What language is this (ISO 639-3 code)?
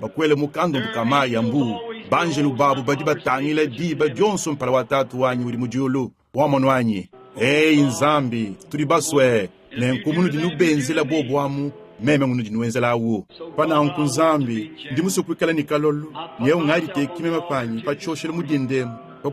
lua